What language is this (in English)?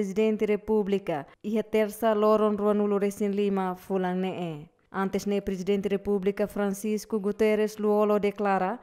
Tetum